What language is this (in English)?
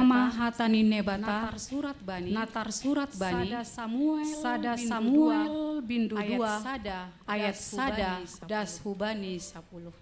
Batak Simalungun